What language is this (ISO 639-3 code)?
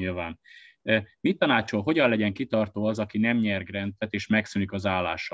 hun